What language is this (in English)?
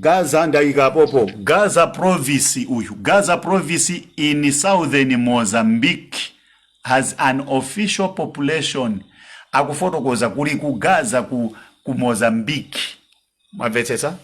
Nyanja